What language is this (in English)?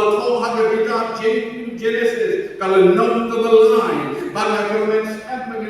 Khasi